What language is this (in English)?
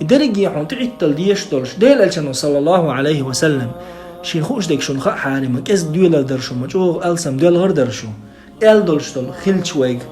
Chechen